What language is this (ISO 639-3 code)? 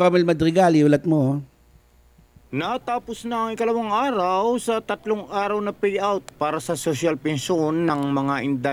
fil